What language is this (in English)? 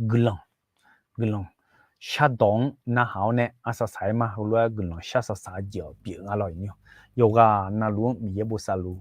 Akha